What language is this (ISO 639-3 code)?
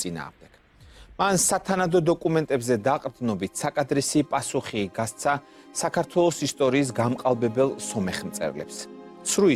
kat